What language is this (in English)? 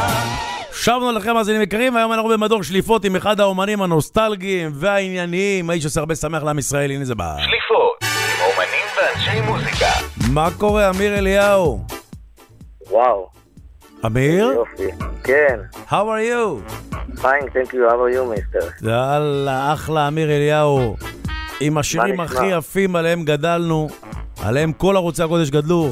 Hebrew